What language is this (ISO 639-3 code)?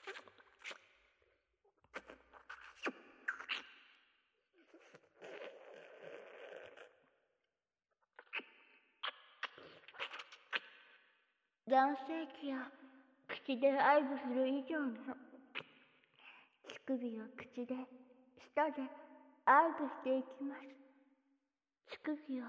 jpn